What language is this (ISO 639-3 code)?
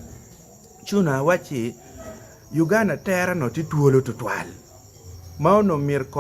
ach